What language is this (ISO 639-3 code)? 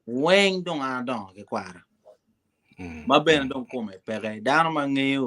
ach